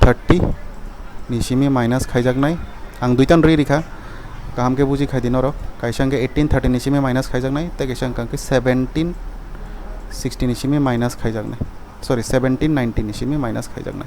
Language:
Kok Borok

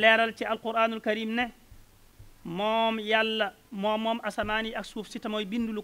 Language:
Wolof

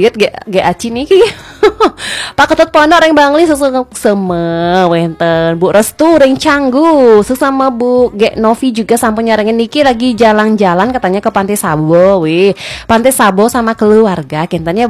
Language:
Balinese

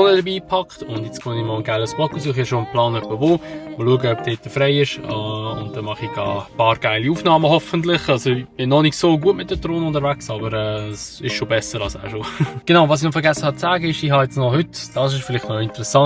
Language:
Swiss German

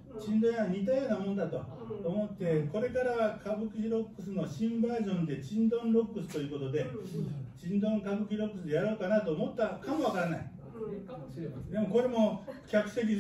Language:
Japanese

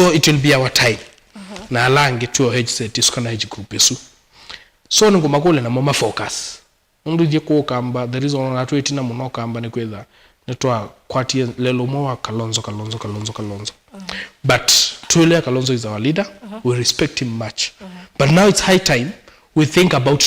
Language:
Kamba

